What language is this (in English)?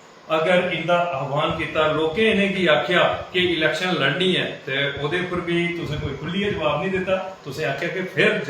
Dogri